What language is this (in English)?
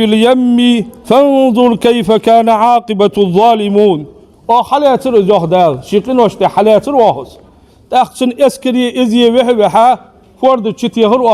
Ingush